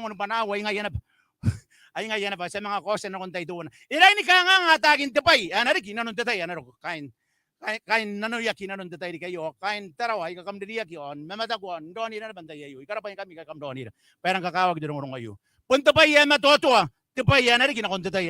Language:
Gilbertese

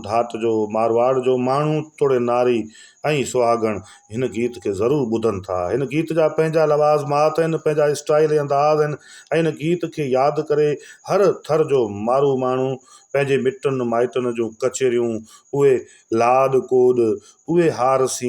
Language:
Sindhi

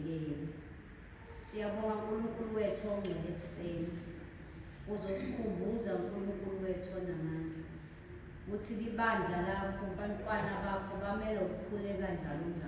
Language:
Zulu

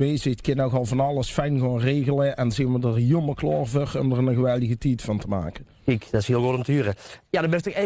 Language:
Limburgish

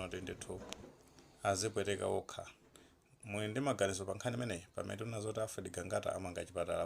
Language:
Nyanja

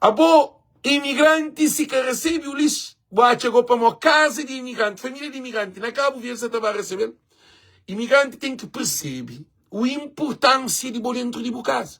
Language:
Kabuverdianu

